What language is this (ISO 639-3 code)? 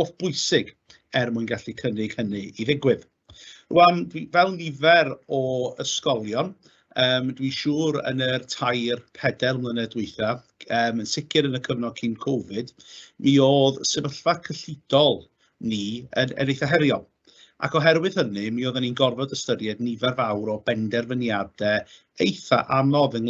cym